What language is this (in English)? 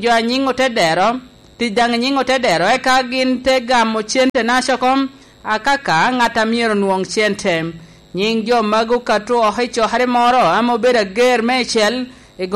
Lango (Uganda)